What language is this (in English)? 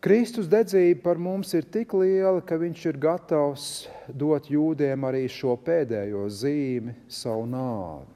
Latvian